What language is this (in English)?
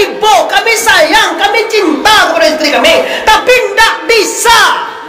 Minangkabau